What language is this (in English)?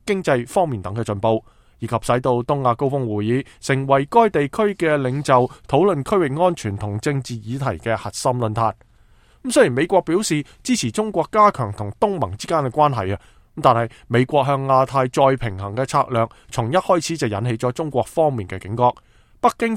Cantonese